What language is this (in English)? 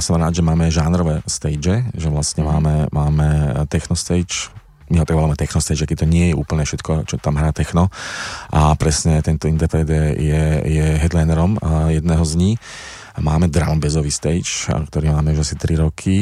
Slovak